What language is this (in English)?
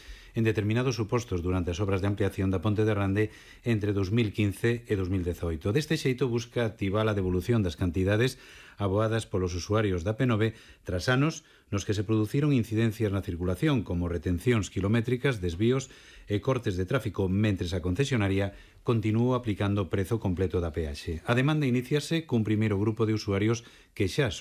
Galician